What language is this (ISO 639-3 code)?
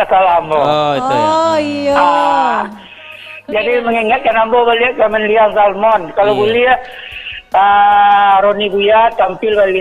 min